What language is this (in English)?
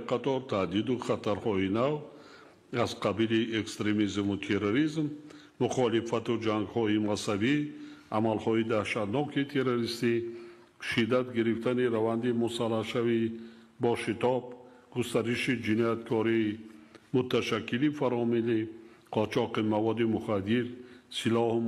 Tajik